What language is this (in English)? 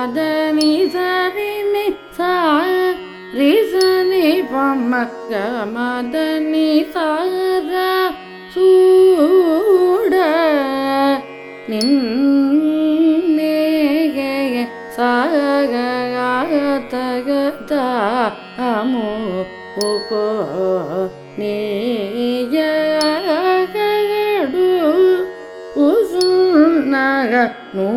Tamil